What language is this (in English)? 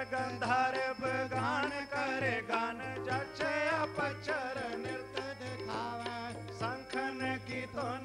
Punjabi